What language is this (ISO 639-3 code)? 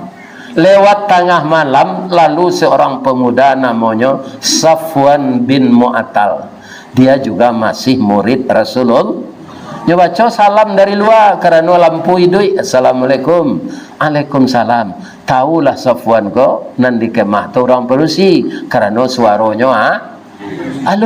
min